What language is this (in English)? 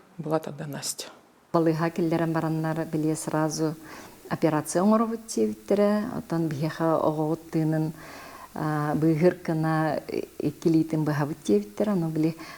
Yakut